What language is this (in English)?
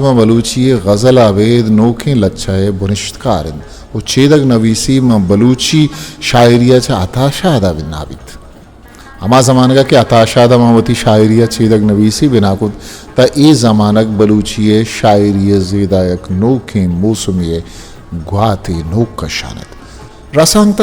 Eastern Balochi